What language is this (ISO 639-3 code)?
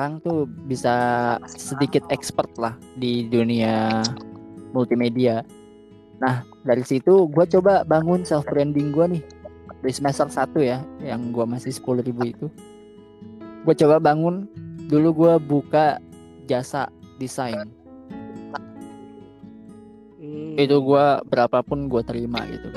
ind